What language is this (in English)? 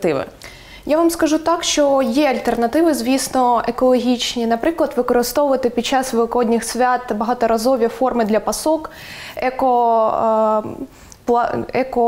Ukrainian